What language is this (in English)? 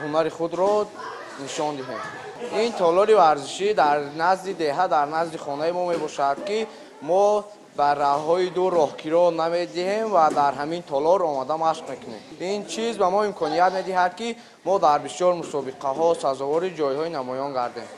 Tajik